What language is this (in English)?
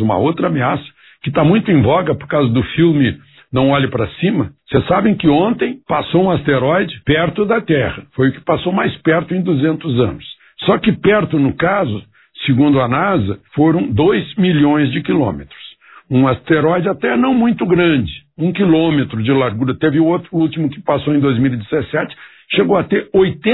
Portuguese